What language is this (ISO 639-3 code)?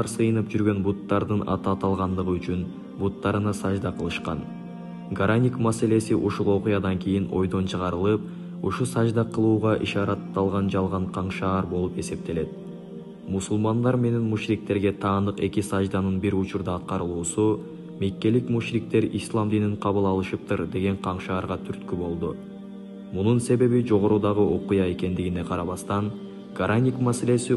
kir